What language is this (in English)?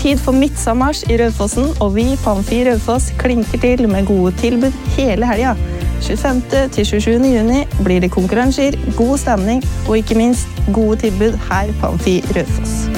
Norwegian